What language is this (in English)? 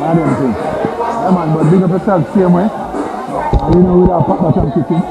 Jamaican Creole English